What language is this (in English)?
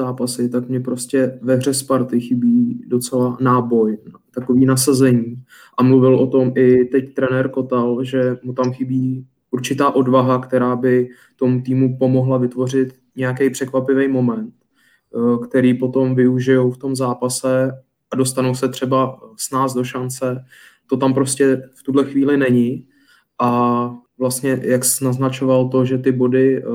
Czech